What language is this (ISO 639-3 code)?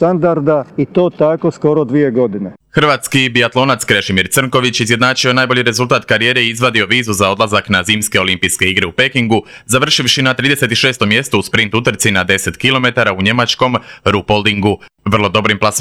hrv